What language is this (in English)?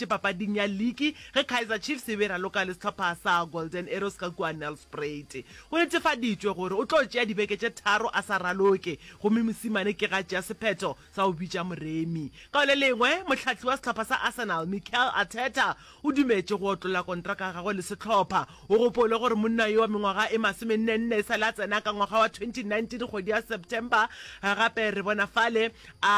Northern Sotho